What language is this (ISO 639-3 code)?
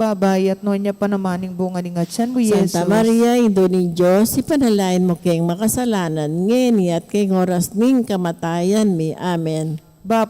pam